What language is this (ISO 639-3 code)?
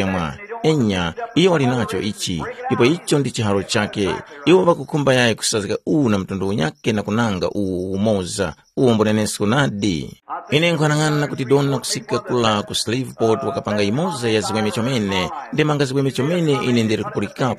tum